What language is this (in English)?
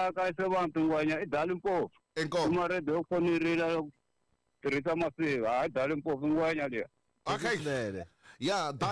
Tsonga